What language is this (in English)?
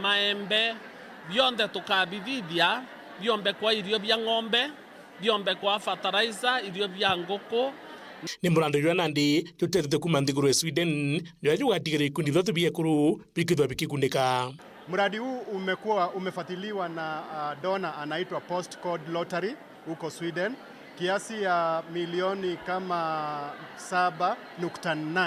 Meru